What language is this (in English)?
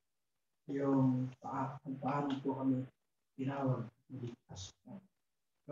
Filipino